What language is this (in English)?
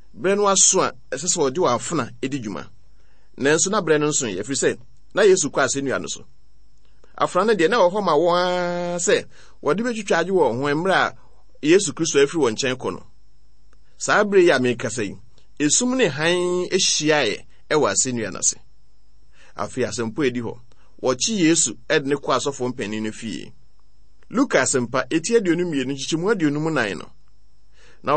Akan